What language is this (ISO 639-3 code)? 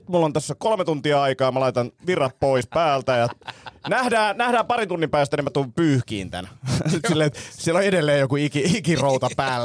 fin